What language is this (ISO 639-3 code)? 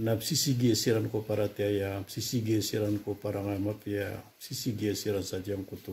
mrw